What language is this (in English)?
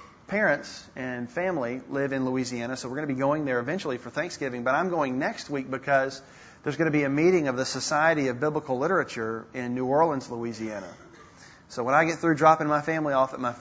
English